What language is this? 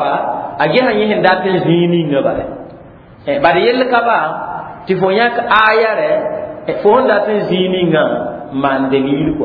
Mossi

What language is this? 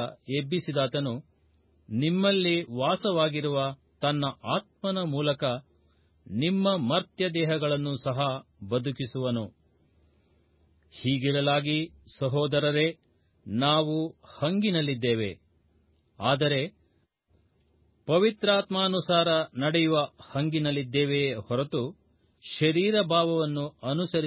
Kannada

